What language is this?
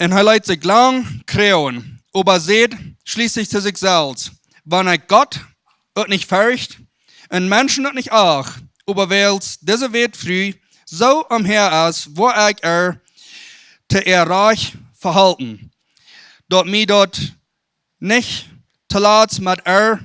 Plautdietsch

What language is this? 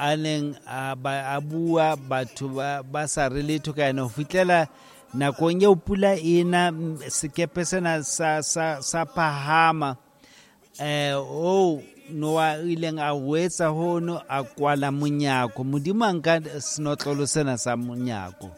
Southern Sotho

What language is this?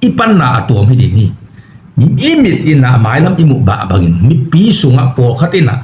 Tedim Chin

